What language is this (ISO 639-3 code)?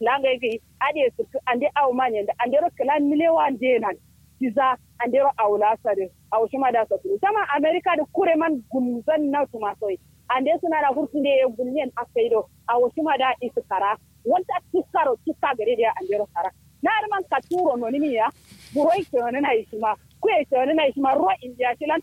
kau